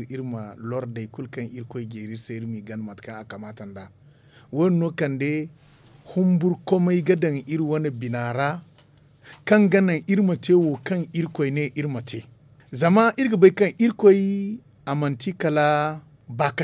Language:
Zarma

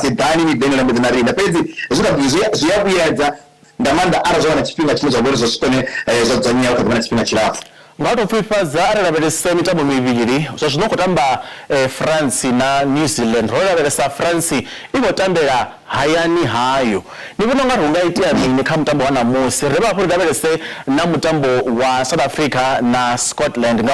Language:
Venda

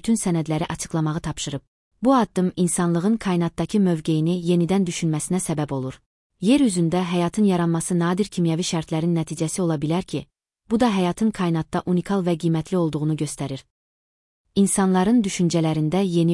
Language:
Azerbaijani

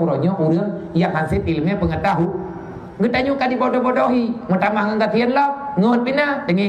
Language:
Achinese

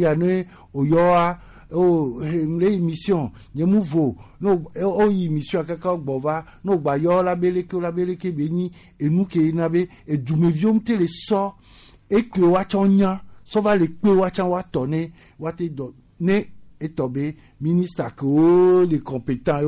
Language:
Gen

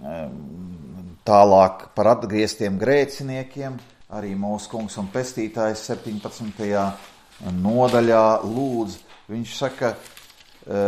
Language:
Latvian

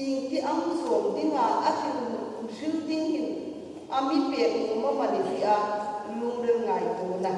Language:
Hmar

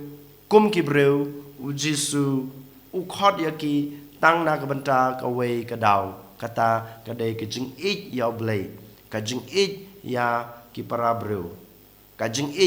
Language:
Khasi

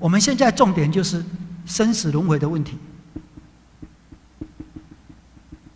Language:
Chinese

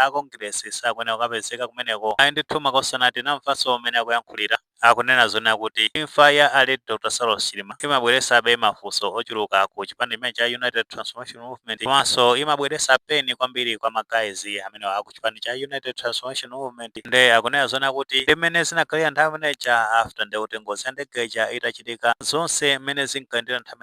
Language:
Nyanja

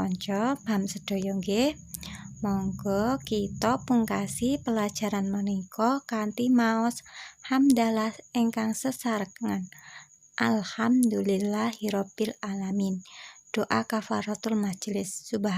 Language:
Javanese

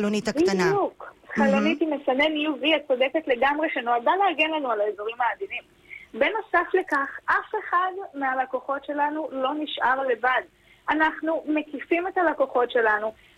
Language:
Hebrew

